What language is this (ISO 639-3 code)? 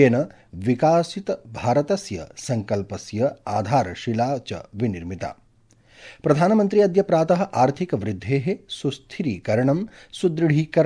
san